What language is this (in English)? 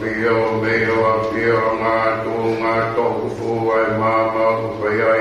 Tongan